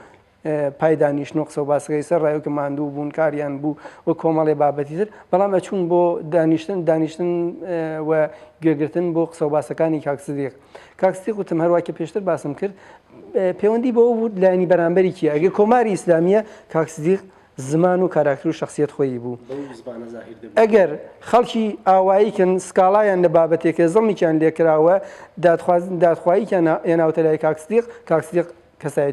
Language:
Central Kurdish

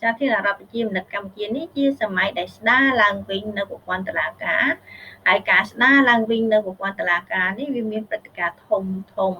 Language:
Khmer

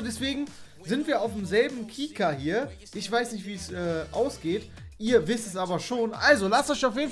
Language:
German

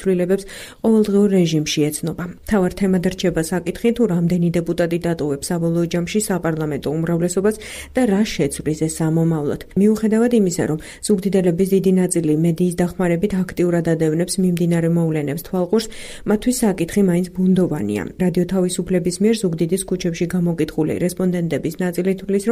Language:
Georgian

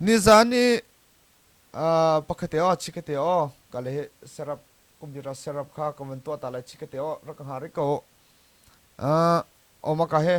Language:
Hakha Chin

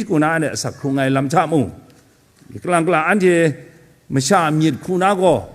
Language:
Kachin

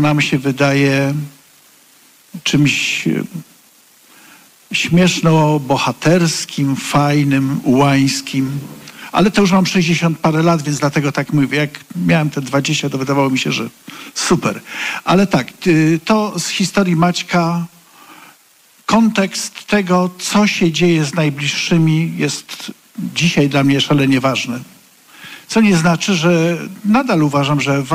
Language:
Polish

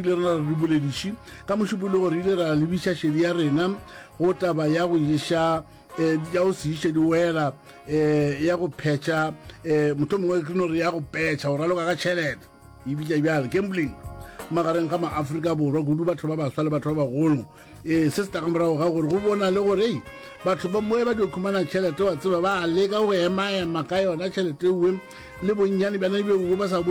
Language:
Northern Sotho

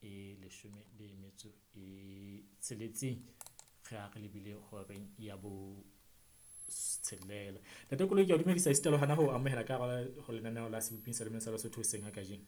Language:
Southern Sotho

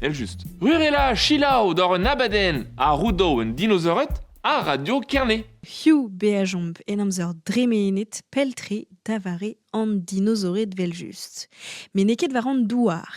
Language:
Breton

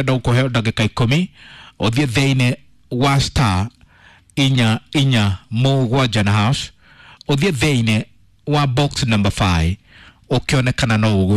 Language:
Kikuyu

